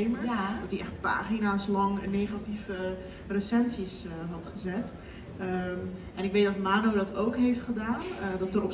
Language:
Dutch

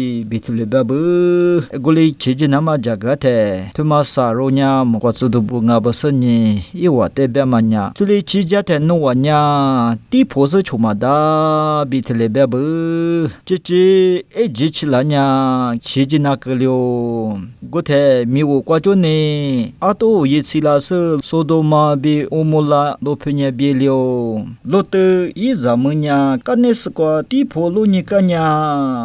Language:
Lisu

